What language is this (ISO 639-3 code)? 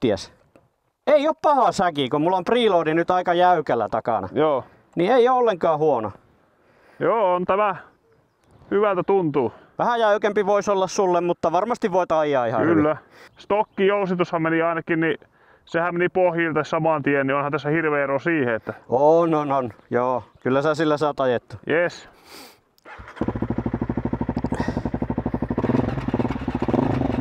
fin